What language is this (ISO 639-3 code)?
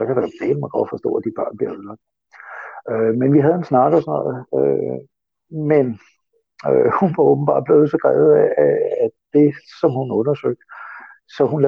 dan